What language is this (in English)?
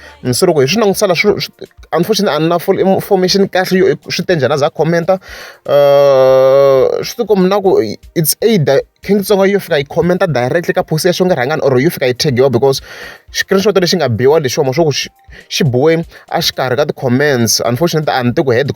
Tsonga